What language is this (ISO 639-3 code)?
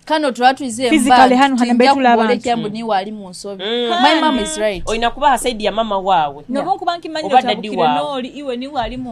nyo